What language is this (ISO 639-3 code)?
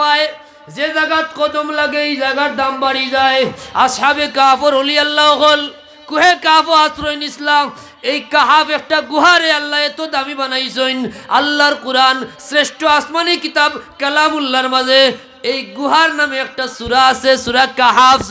syl